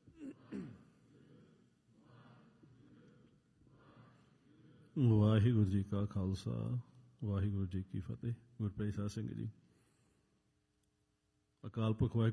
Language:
Punjabi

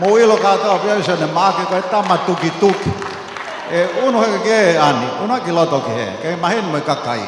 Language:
Tongan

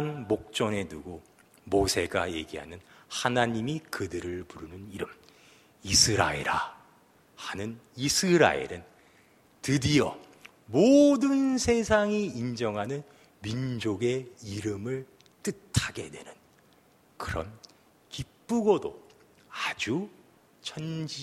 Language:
Korean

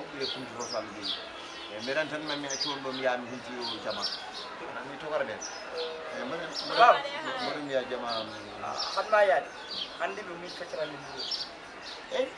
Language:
Fula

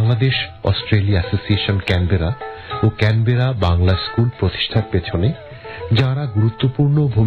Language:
Bangla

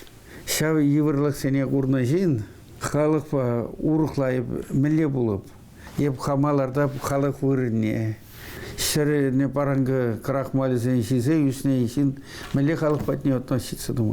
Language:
Chuvash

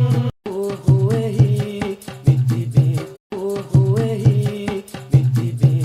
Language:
Divehi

